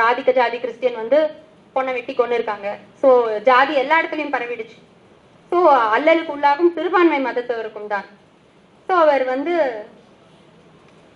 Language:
Tamil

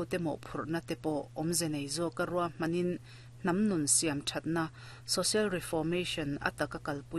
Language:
Mizo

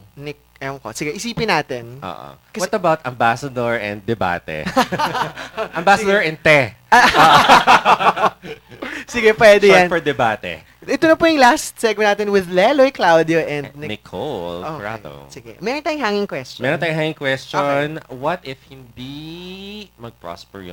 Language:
Filipino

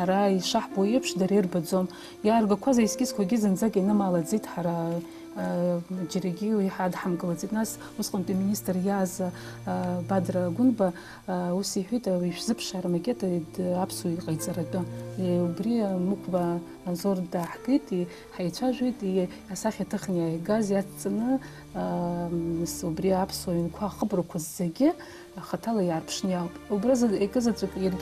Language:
Abkhazian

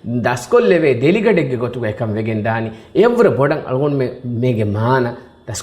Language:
Divehi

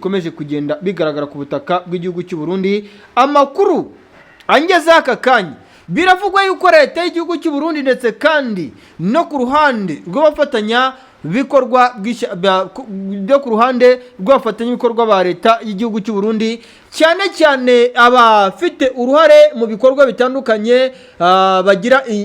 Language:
Kinyarwanda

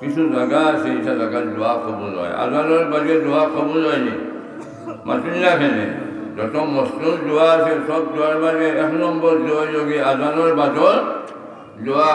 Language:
Sylheti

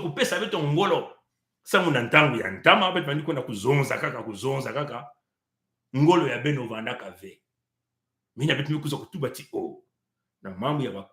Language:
Kituba (Congo)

